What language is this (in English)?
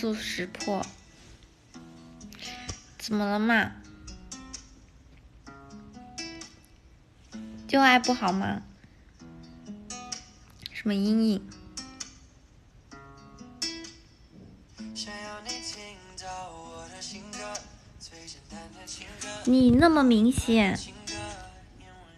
Chinese